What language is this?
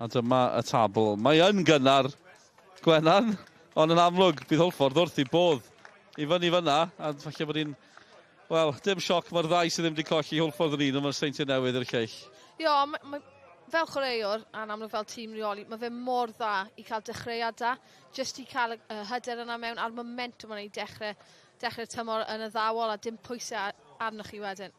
Welsh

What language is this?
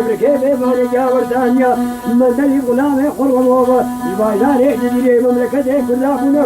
Kurdish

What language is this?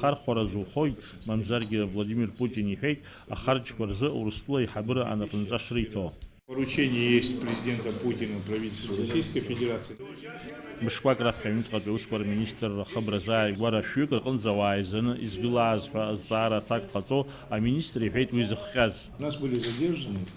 Abkhazian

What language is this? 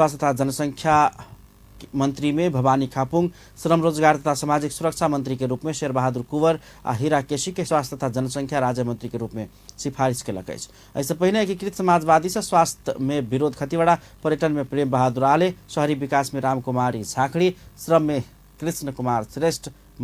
Maithili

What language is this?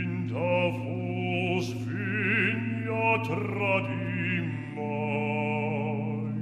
Romansh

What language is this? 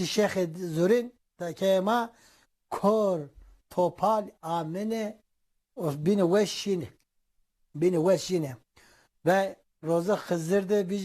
Zaza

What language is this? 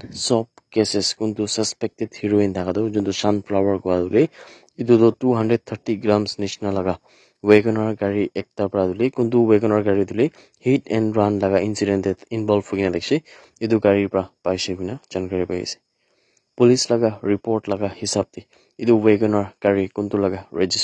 Naga Pidgin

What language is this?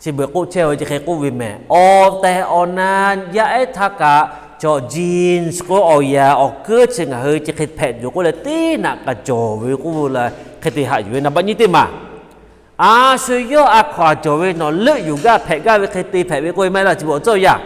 Lahu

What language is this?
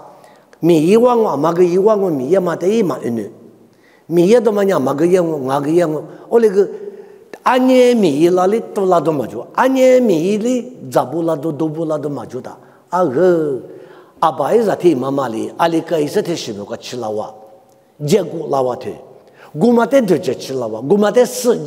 Lisu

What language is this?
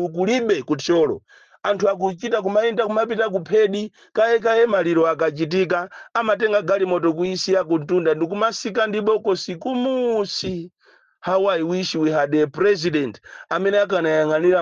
Nyanja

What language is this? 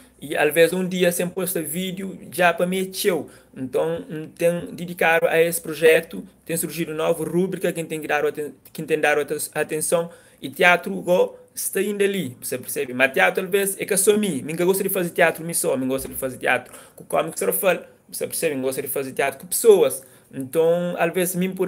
Kabuverdianu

